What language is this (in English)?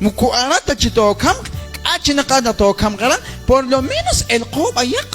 Kekchí